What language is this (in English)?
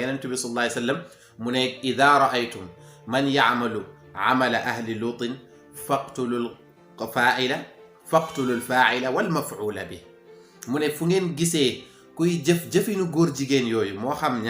Wolof